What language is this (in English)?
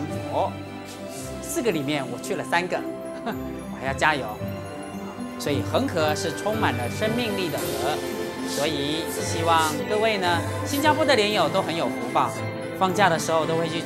Chinese